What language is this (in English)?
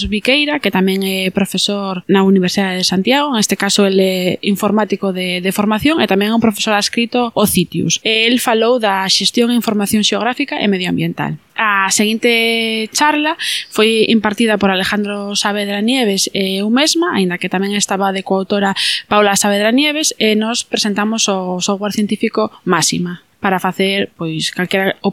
Galician